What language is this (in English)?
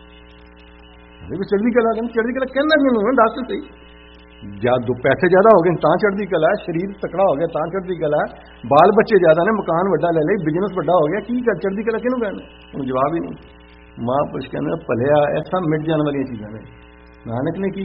Punjabi